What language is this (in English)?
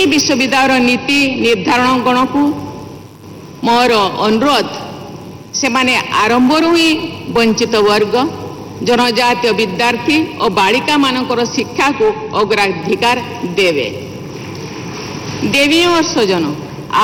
Odia